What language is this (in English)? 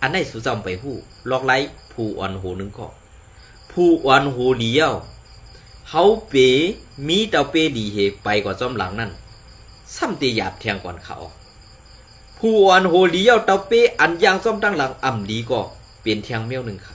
Shan